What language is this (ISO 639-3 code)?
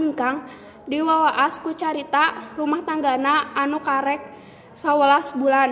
sun